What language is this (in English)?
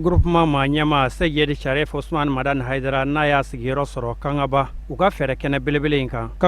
Bambara